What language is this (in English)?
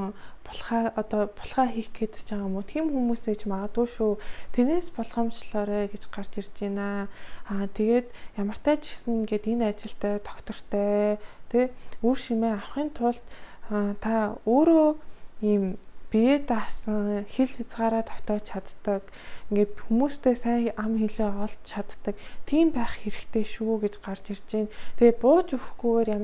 Mongolian